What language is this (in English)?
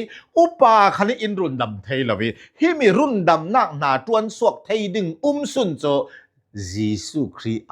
Falam Chin